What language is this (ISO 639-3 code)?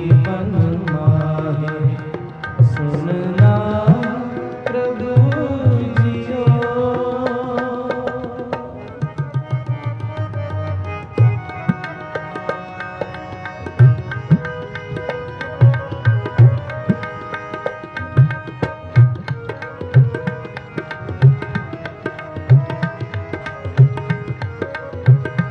hin